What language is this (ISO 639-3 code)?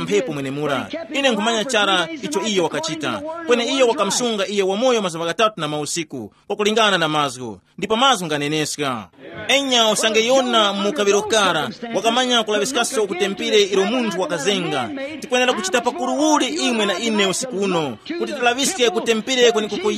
tum